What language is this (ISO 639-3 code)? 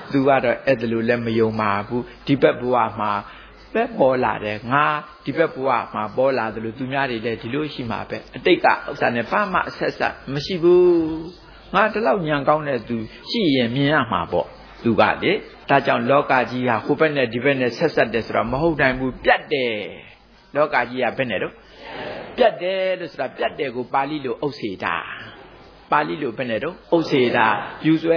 mya